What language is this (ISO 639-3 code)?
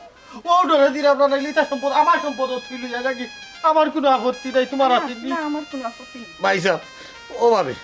syl